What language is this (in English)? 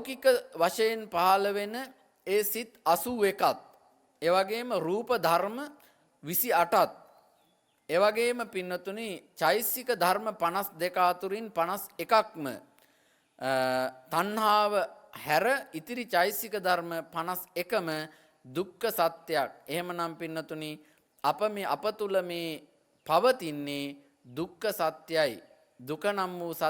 Sinhala